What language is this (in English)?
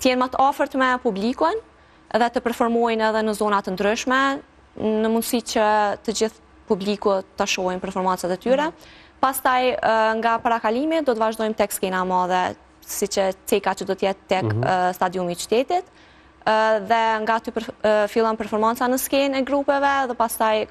Albanian